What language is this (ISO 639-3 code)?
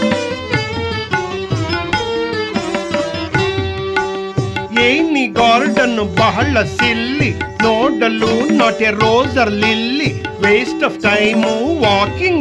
kan